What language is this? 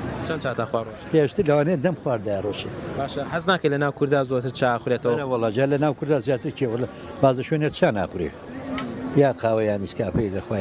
Central Kurdish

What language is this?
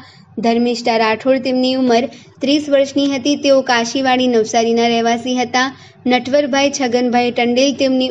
Gujarati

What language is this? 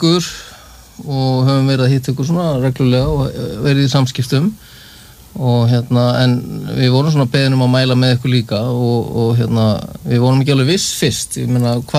Icelandic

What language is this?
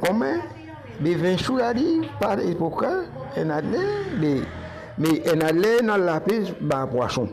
Morisyen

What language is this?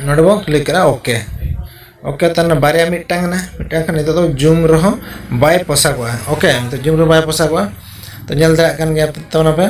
Santali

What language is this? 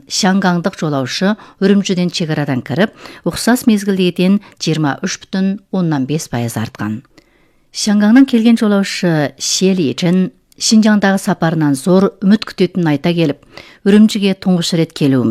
Kazakh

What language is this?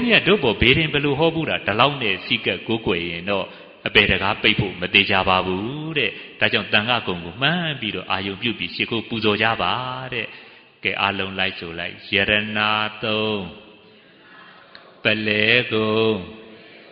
Burmese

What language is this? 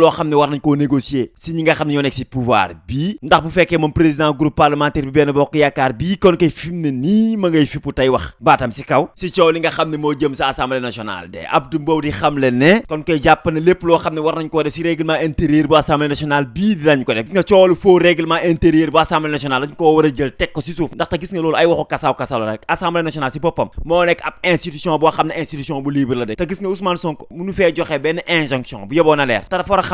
Wolof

